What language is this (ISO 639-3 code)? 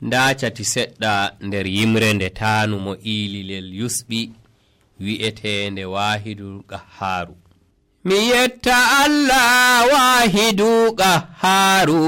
fuv